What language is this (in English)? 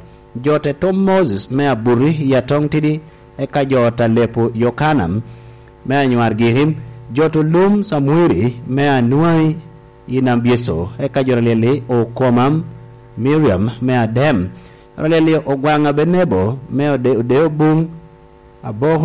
Lango (Uganda)